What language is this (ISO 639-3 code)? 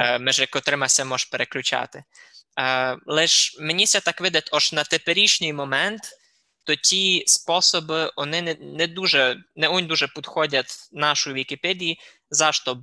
rue